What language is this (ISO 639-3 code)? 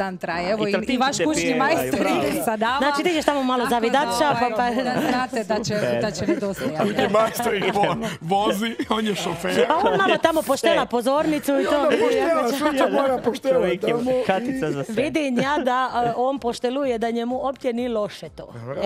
hrv